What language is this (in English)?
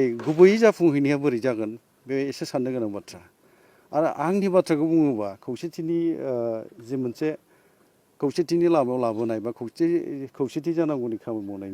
Bodo